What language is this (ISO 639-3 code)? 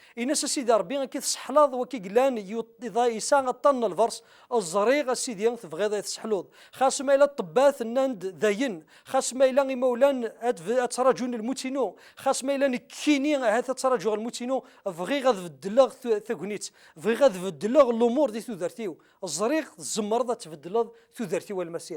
kab